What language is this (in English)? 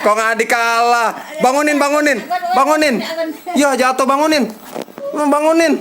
Betawi